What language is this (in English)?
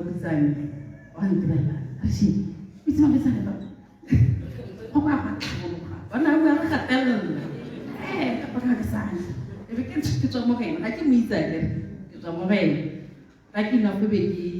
Tswana